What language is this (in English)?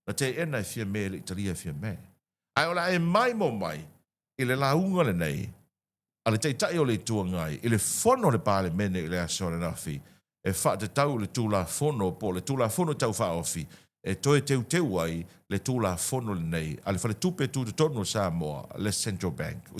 Samoan